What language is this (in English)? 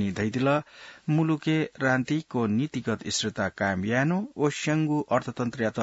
Newari